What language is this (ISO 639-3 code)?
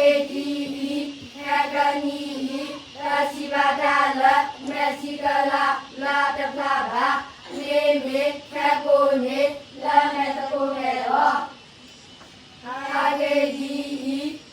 ksw